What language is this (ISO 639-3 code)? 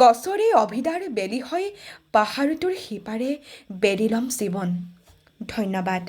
asm